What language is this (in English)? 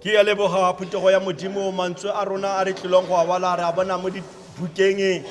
Tswana